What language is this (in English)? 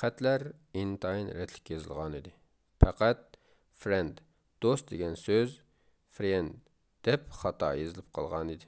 Uyghur